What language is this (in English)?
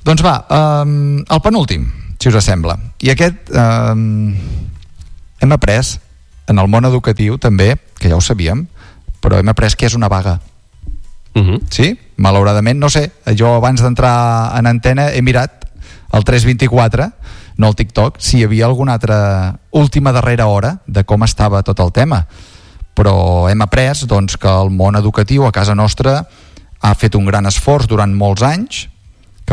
Catalan